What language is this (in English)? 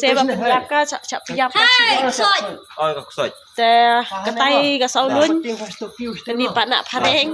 Khasi